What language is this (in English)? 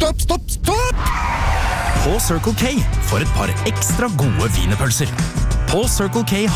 Norwegian